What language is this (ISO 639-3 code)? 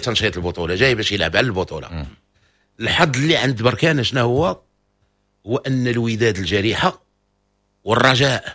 ary